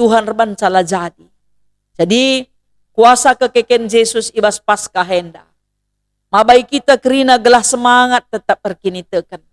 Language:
Batak Karo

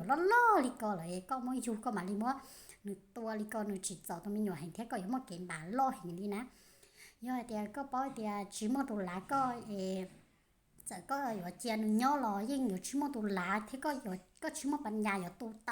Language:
Hmong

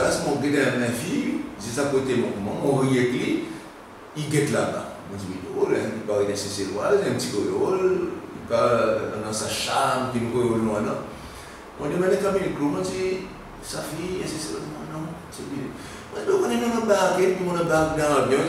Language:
Seselwa Creole French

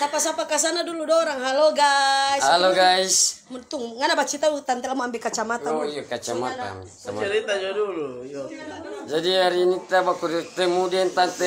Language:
Manado Malay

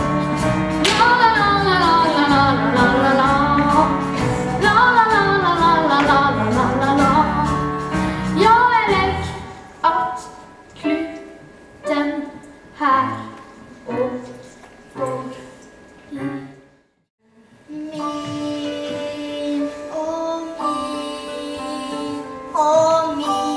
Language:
Norwegian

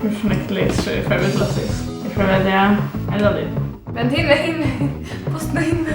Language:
Faroese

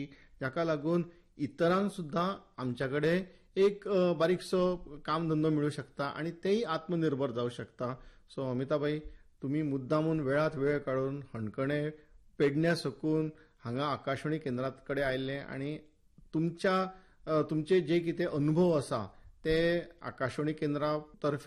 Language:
Konkani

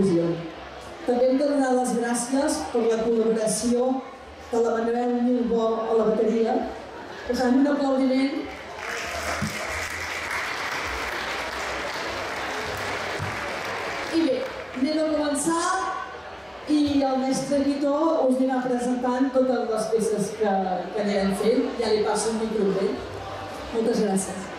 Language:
Catalan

